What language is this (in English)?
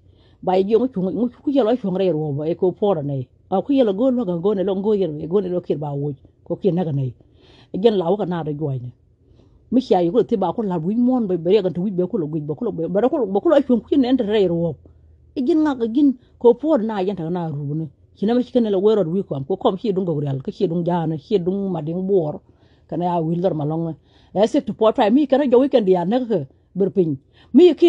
Nuer